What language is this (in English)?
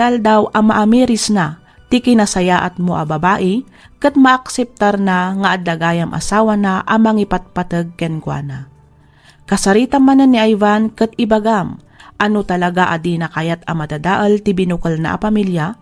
Iloko